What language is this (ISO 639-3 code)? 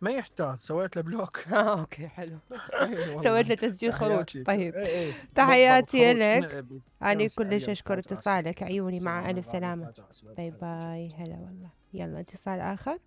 acm